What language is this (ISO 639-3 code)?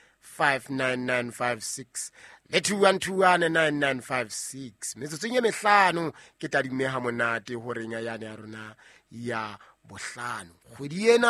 sot